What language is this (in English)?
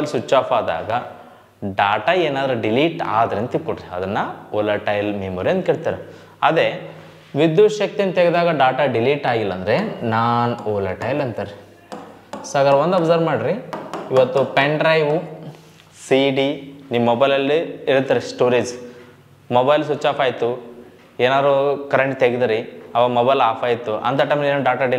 Kannada